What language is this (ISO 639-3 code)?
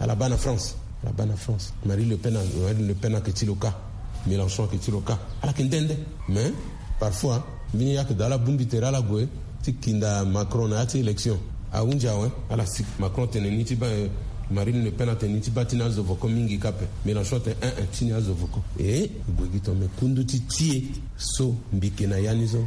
sag